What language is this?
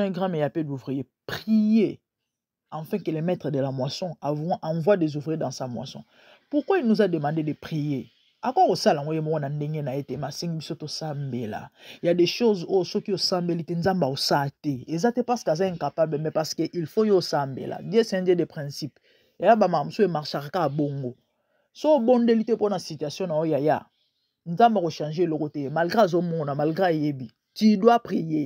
Lingala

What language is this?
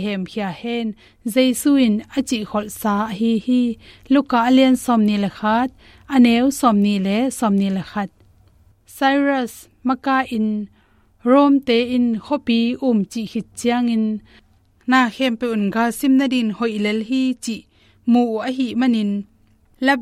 Tedim Chin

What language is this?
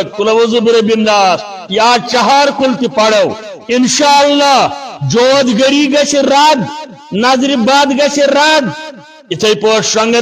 Kashmiri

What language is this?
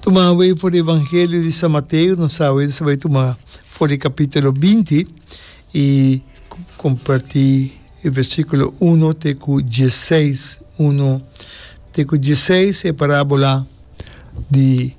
Papiamento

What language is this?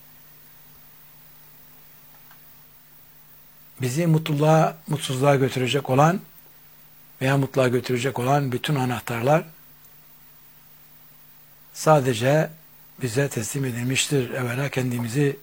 Turkish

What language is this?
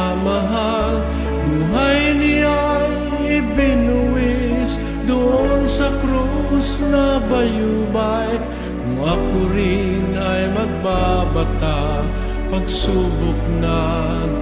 Filipino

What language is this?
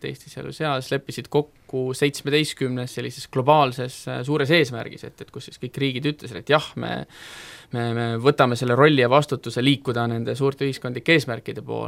Estonian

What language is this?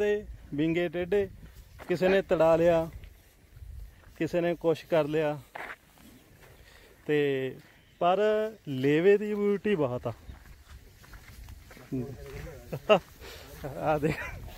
Punjabi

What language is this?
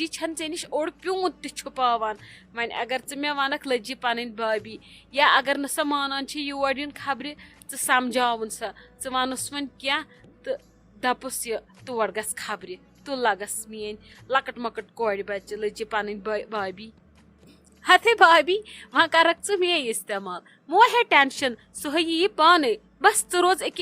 Kashmiri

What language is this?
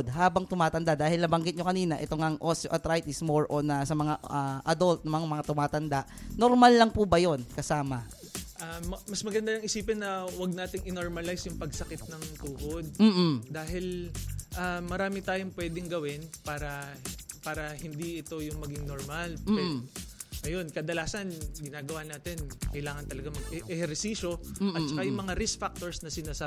Filipino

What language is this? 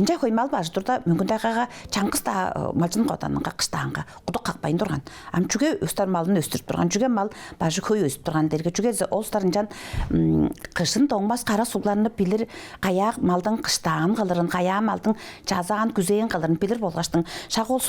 Tuvinian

